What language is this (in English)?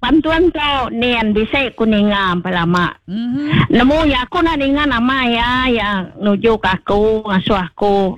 Iban